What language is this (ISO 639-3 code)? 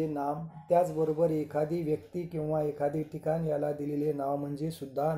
mar